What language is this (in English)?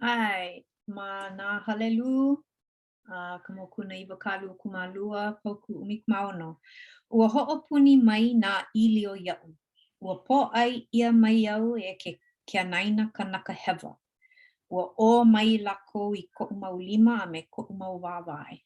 Hawaiian